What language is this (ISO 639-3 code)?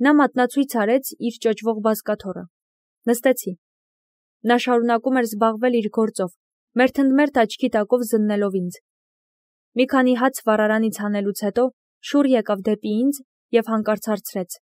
hye